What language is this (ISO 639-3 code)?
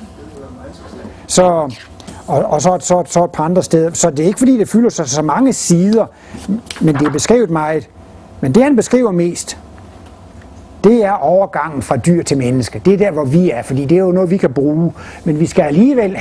dan